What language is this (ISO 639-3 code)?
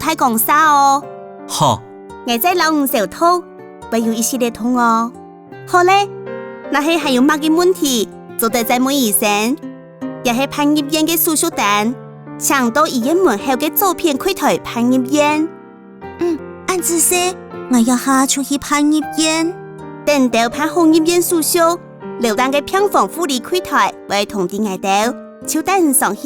hak